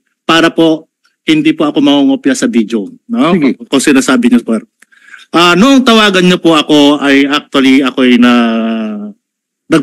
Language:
Filipino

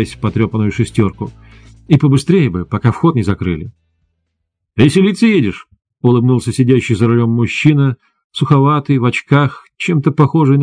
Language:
Russian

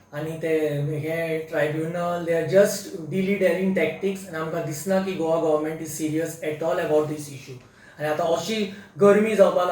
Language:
Konkani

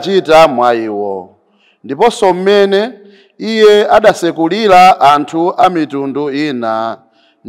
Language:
Nyanja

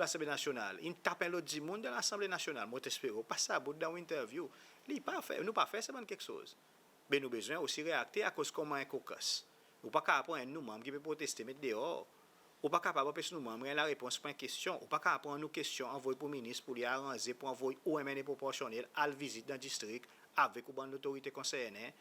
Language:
Seselwa Creole French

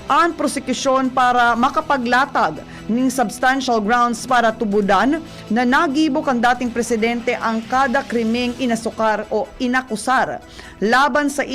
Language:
Bikol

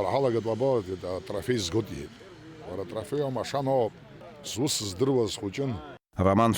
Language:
Abkhazian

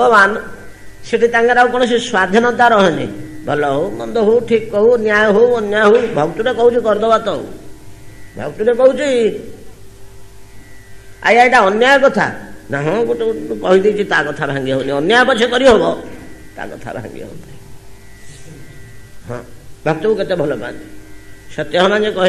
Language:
Odia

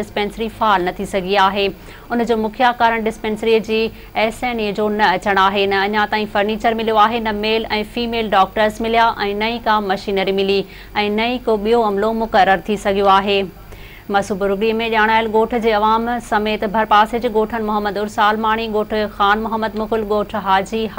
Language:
Sindhi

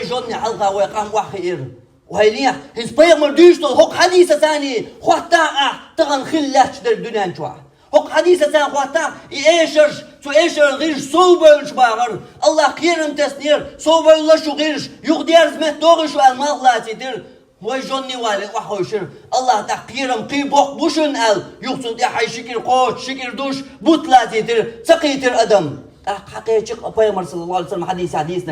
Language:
Chechen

